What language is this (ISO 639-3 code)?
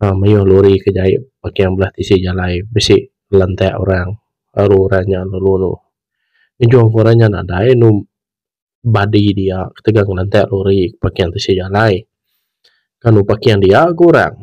iba